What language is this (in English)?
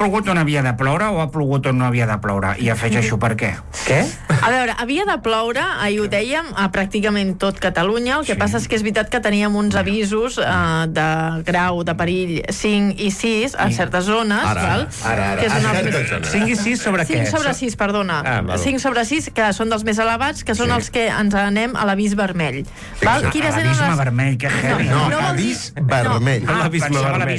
Catalan